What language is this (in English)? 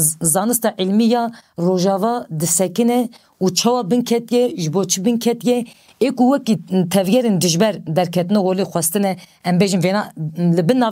Kurdish